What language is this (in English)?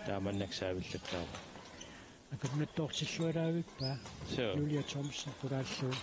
Kalaallisut